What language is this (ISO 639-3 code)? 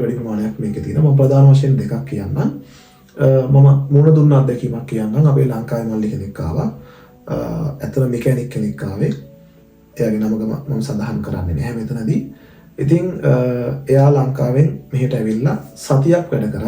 sin